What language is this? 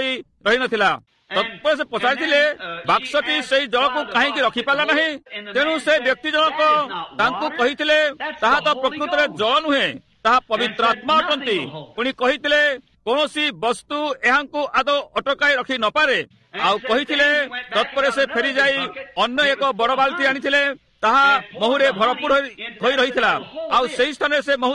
Odia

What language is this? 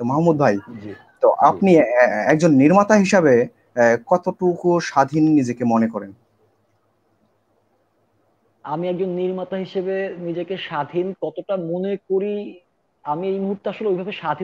Bangla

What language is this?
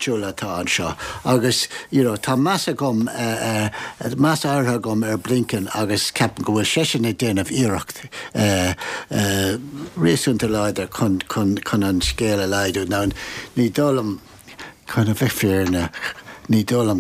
Irish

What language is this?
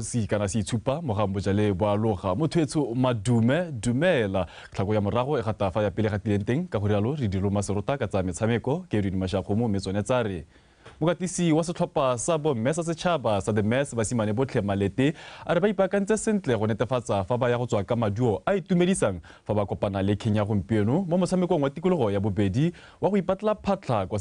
Tswana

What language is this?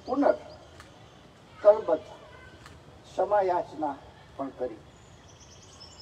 Gujarati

